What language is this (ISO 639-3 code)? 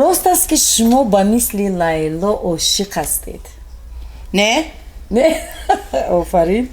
tgk